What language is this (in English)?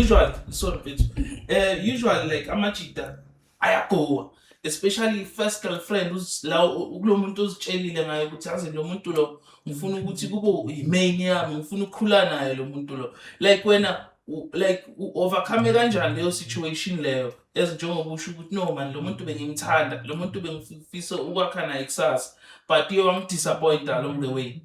Zulu